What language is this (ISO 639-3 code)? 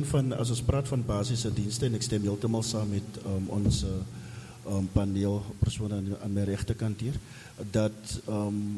afr